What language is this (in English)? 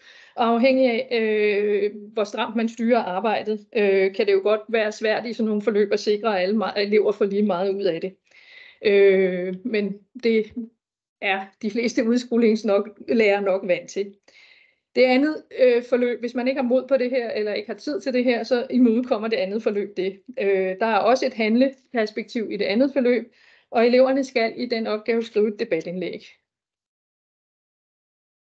Danish